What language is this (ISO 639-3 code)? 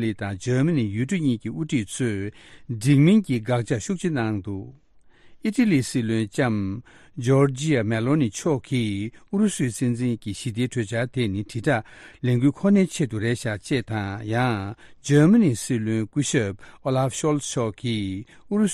bod